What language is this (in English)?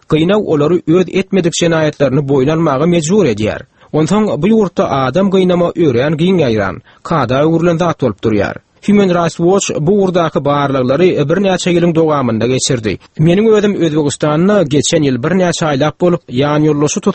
Turkmen